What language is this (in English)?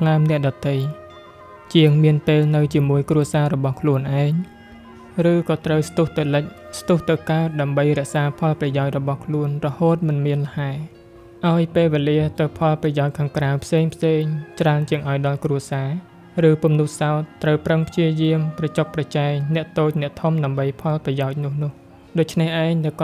Khmer